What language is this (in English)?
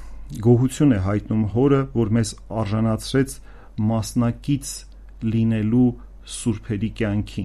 Armenian